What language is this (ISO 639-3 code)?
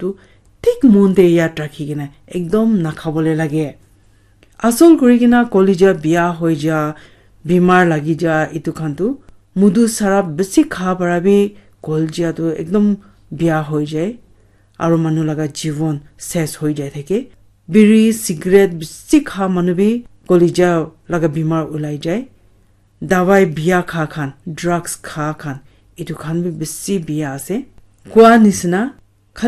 nag